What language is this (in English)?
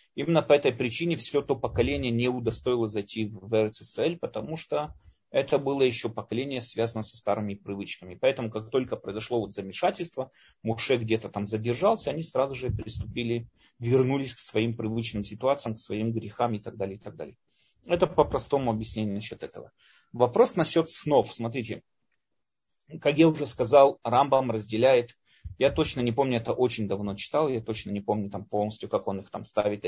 Russian